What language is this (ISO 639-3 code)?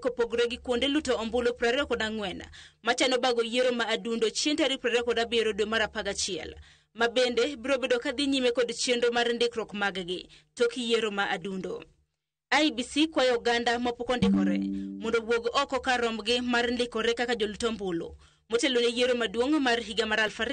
luo